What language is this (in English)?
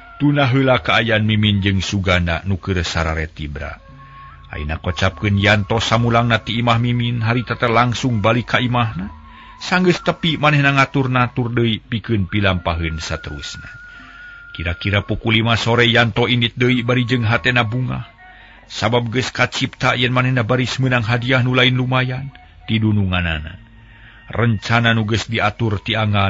Sundanese